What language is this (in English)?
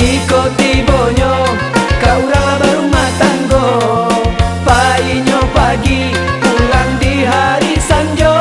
Minangkabau